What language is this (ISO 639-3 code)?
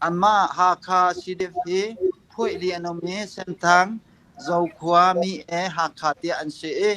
cnh